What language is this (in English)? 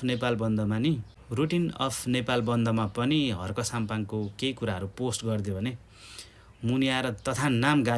Nepali